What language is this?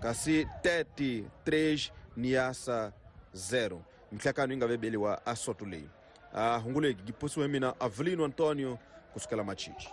Tsonga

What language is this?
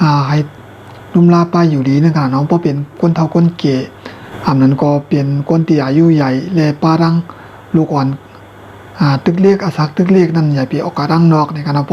Shan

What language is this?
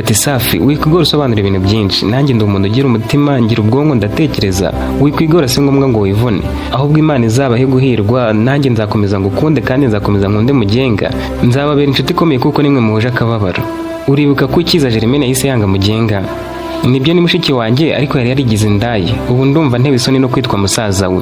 Kinyarwanda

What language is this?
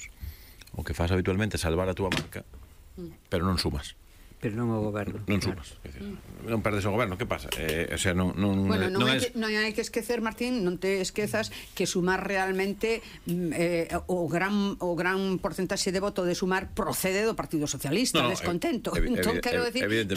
Galician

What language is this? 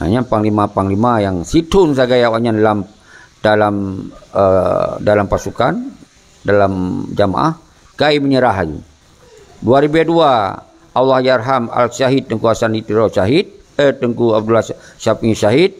Achinese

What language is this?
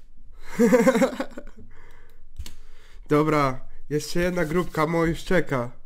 Polish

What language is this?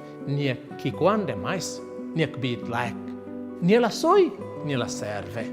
Tetum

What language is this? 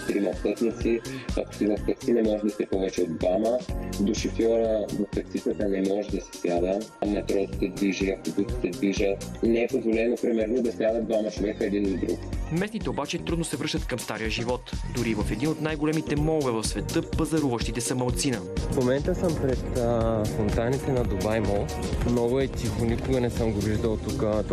Bulgarian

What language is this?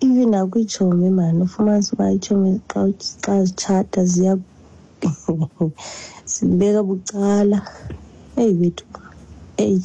Xhosa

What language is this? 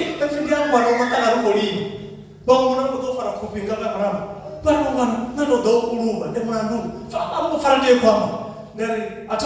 Venda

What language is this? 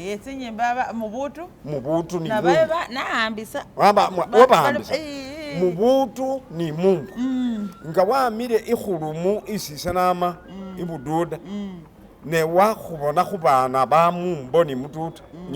Masaaba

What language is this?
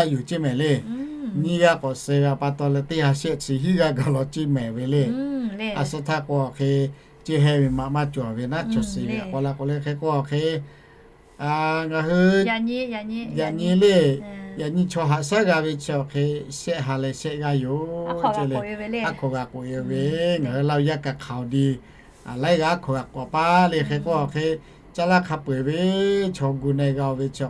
Lahu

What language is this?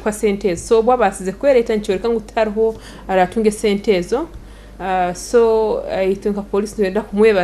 Nyankole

